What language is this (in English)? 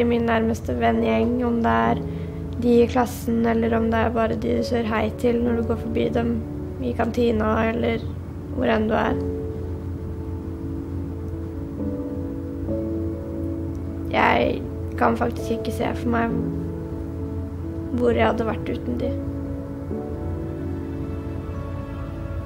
Norwegian